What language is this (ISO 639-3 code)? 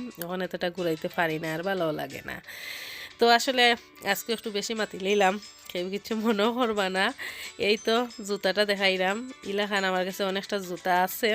syl